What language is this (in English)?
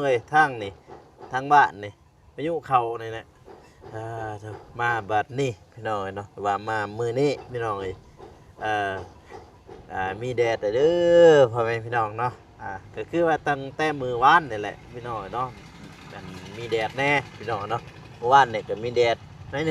Lao